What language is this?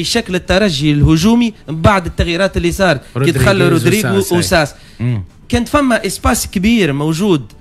Tunisian Arabic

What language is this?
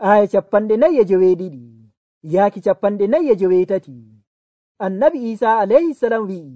Nigerian Fulfulde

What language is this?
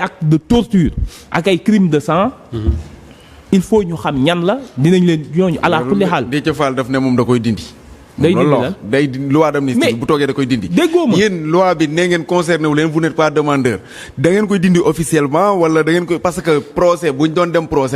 Wolof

